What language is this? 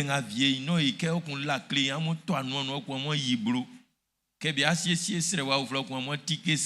Baoulé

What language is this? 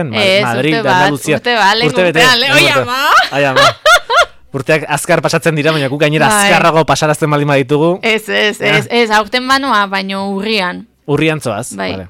Basque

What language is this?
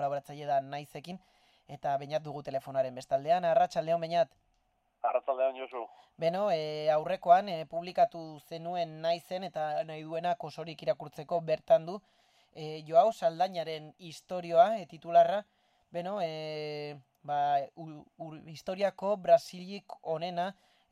Basque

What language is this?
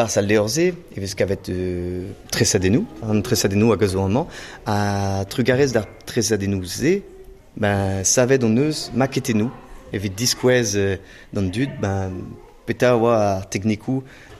Breton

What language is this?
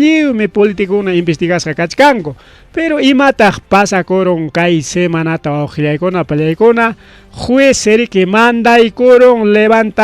Ayacucho Quechua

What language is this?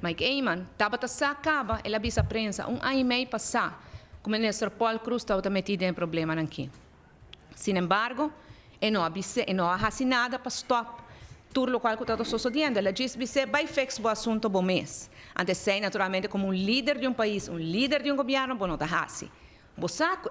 Papiamento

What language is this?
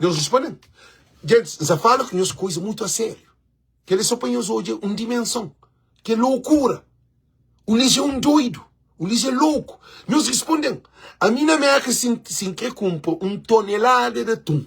Kabuverdianu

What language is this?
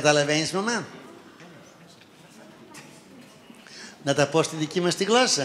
Greek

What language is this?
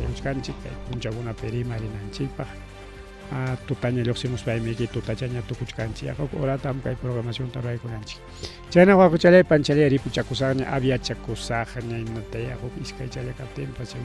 Ayacucho Quechua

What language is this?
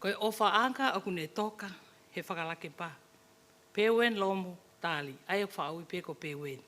Tongan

